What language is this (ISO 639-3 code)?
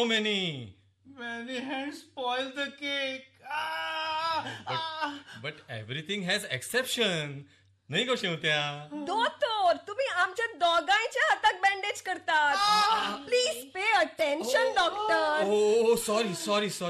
kok